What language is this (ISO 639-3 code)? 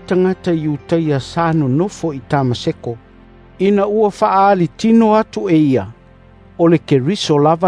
smo